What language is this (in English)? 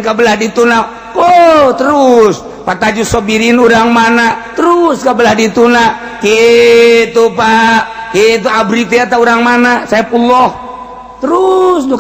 Sundanese